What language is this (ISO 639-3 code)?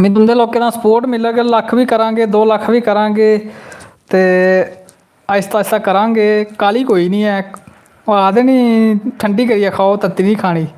doi